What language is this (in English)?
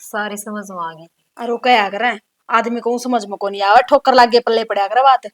Haryanvi